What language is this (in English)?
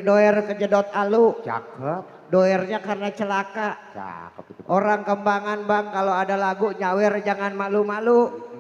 Betawi